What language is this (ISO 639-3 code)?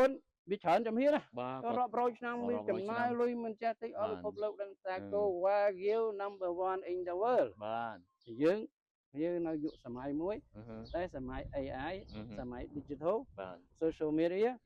khm